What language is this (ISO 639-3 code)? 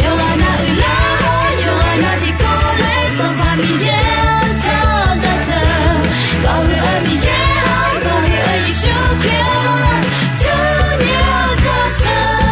ahk